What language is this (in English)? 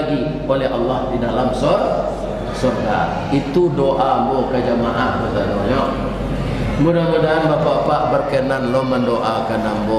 Minangkabau